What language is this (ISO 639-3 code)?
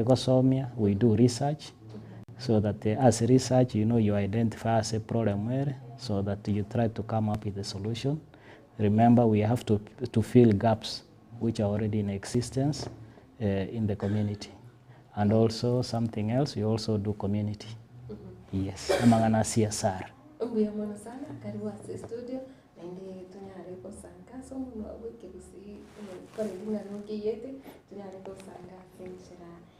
guz